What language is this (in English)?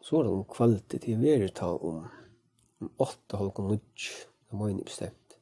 Faroese